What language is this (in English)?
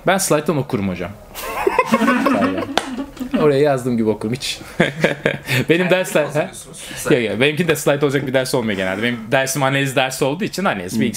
Turkish